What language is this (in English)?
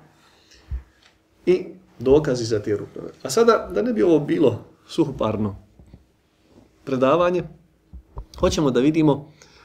Bosnian